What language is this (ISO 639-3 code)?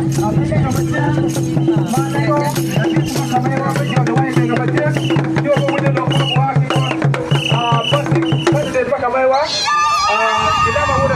ach